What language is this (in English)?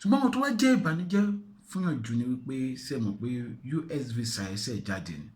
Yoruba